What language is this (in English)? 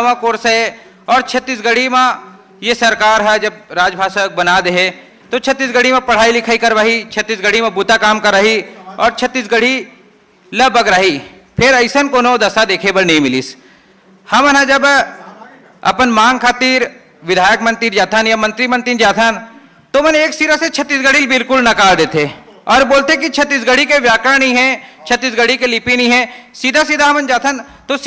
Chhattisgarhi